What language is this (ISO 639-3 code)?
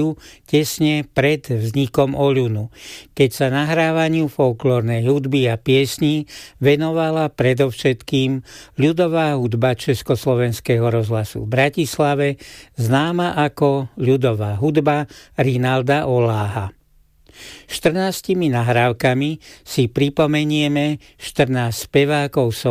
slk